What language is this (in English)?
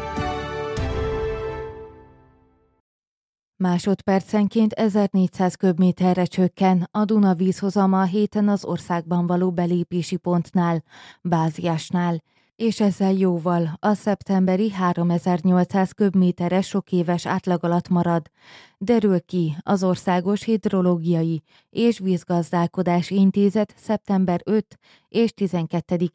Hungarian